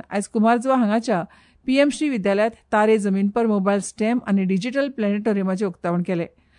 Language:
Konkani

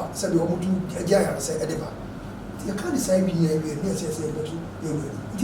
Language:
Akan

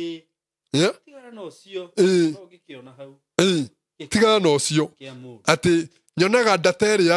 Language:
Kikuyu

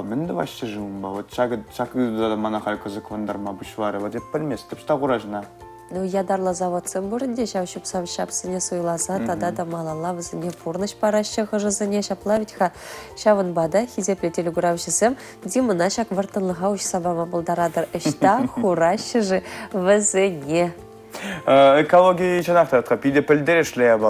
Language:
Chuvash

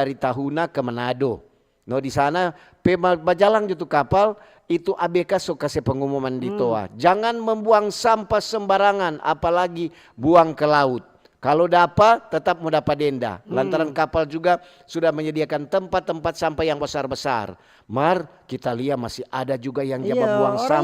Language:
Manado Malay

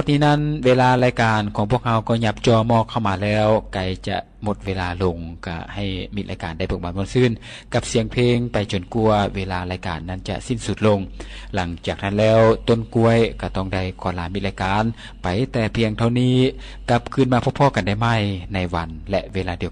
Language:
Lao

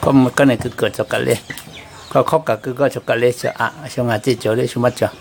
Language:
Lahu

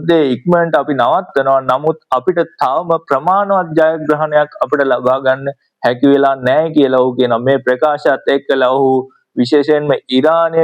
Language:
Sinhala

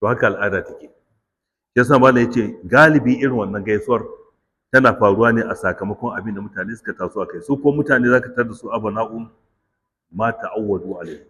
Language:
Hausa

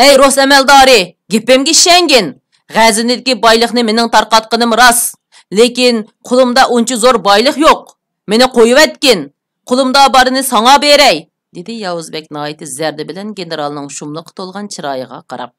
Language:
Uyghur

